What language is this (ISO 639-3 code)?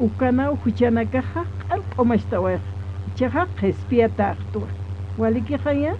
aym